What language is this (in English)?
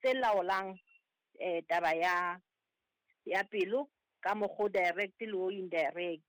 Southern Sotho